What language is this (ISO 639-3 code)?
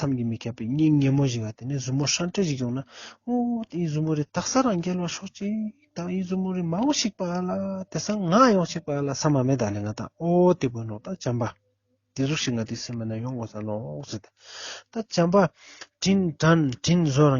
lbj